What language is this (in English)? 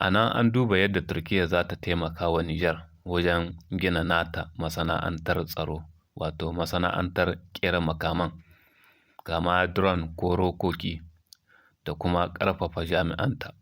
Hausa